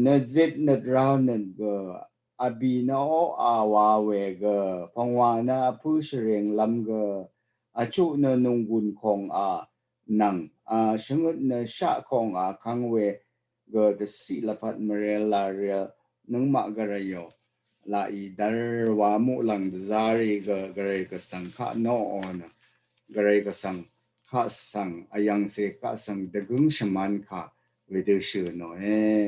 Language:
Rawang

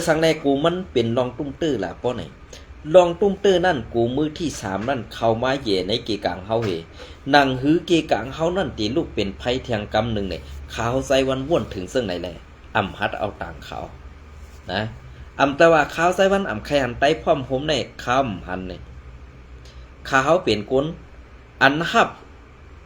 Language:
Shan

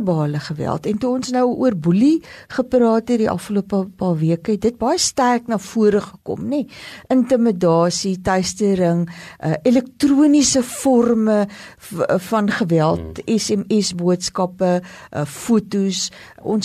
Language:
Afrikaans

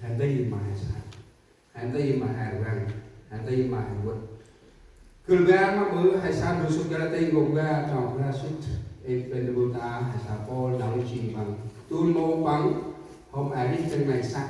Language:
Central Mnong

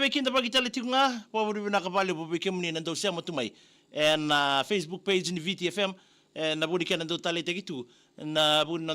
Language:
Fijian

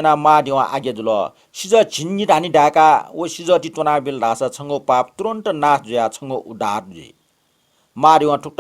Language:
Newari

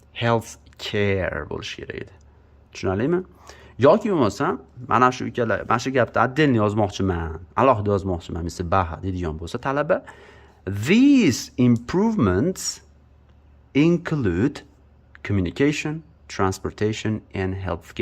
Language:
Uzbek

